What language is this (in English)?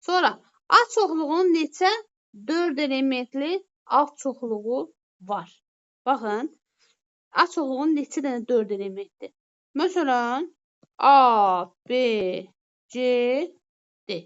Azerbaijani